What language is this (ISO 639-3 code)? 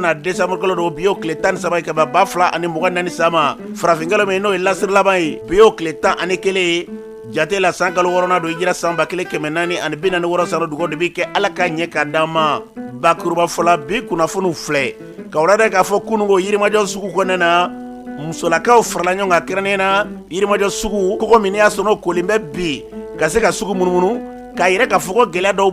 bam